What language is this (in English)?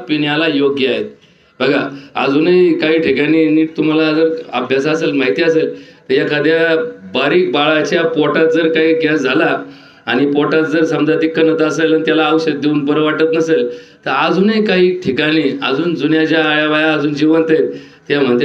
Marathi